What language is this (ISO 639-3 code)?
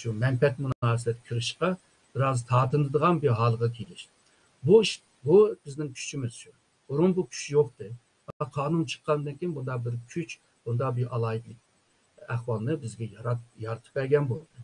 uig